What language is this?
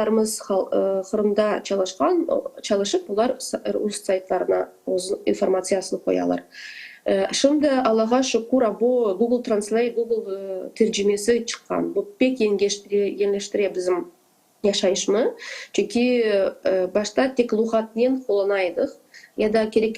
Crimean Tatar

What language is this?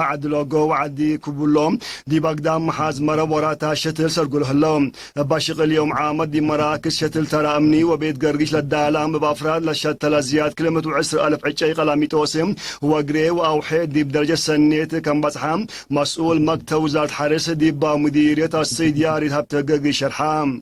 Tigre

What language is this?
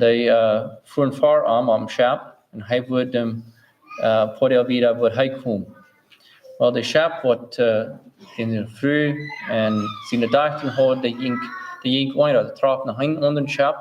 Plautdietsch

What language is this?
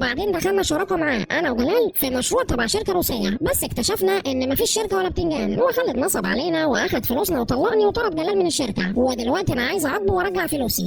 Egyptian Arabic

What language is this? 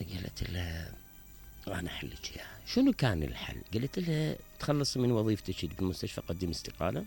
Mesopotamian Arabic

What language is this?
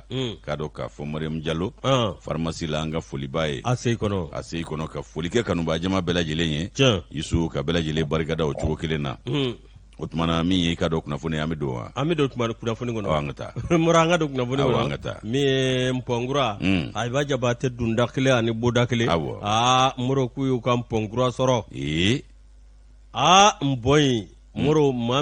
Bambara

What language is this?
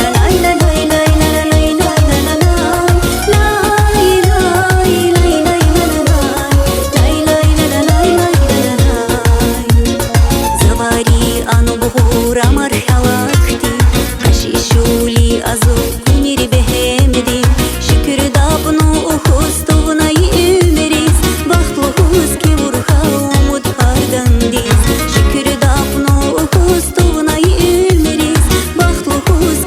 Tabassaran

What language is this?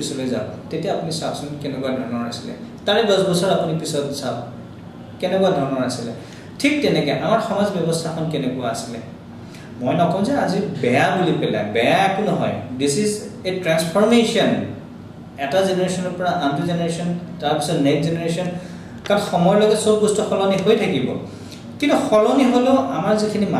Assamese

